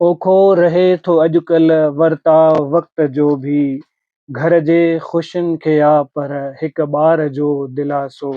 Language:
Sindhi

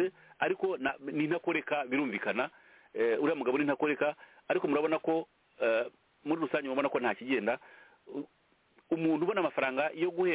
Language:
Kinyarwanda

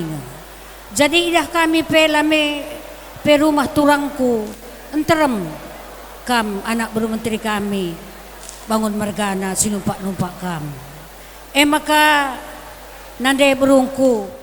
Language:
Batak Karo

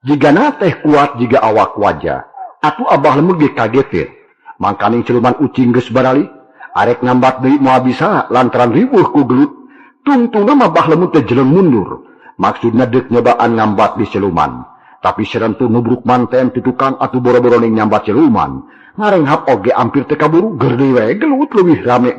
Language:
Sundanese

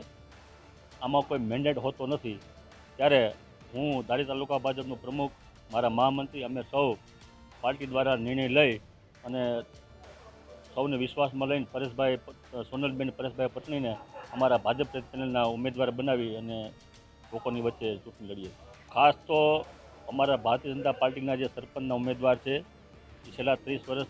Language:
Gujarati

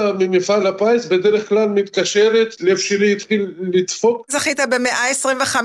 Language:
Hebrew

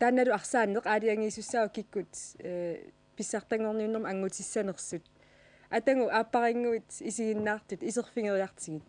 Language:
Kalaallisut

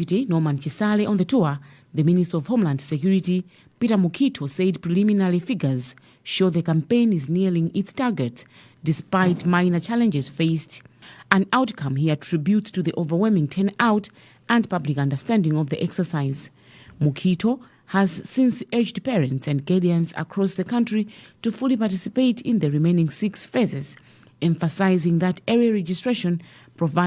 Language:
English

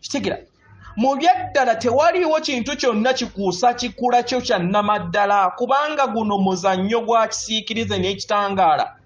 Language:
Ganda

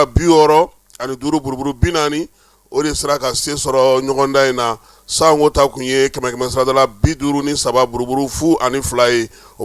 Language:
Bambara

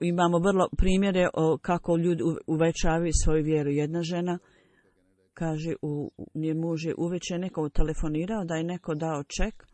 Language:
Bosnian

